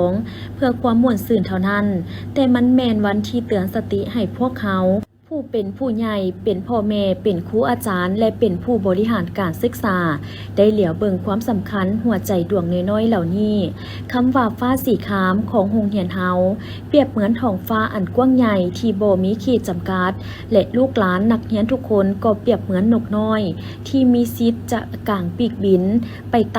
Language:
Lao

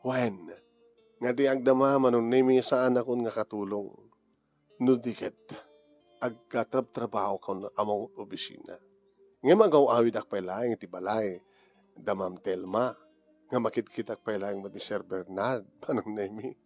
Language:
Iloko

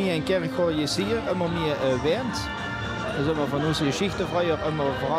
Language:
Limburgish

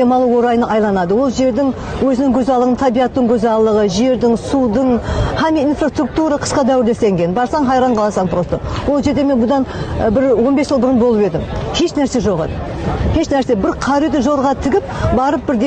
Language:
Kara-Kalpak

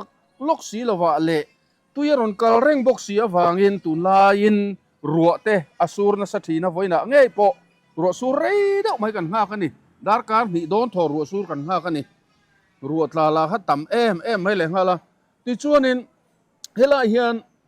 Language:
Mizo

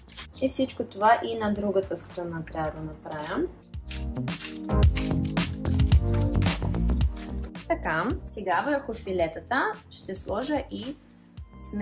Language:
Bulgarian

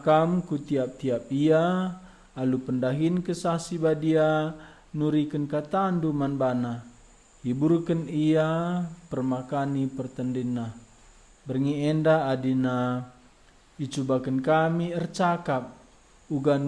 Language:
Batak Karo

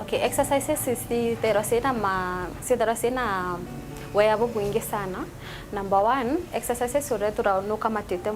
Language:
Meru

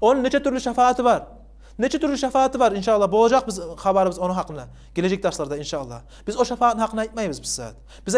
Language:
Kumyk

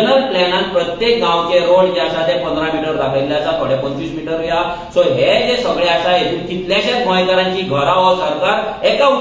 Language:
Konkani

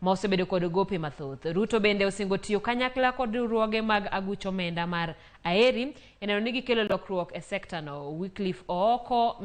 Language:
Luo (Kenya and Tanzania)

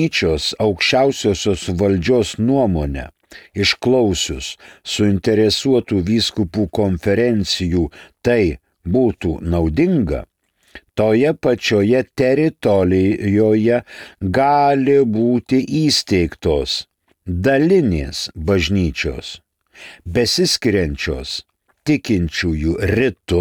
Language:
Lithuanian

